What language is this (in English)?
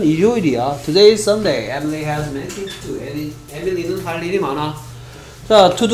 Korean